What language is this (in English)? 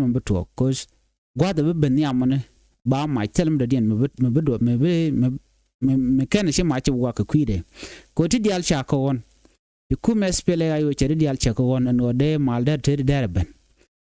Nuer